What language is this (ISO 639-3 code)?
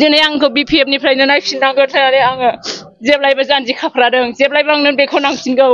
brx